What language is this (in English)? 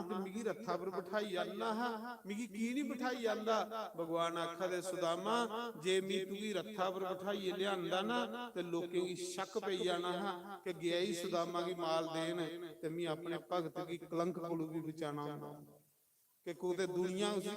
Dogri